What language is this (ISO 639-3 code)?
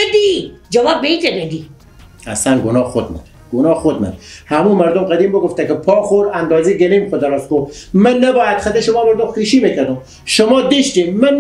fas